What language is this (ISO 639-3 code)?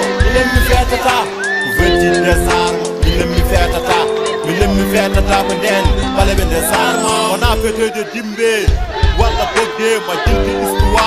ful